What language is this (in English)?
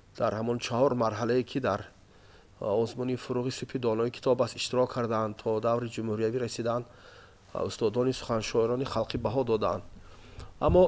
Tajik